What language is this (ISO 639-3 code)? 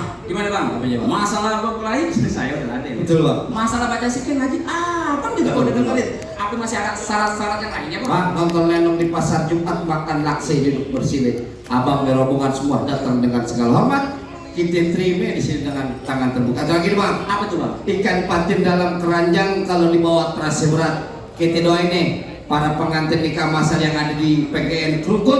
bew